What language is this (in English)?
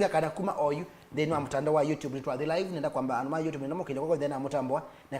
Kamba